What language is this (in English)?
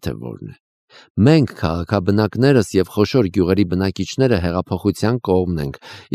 Armenian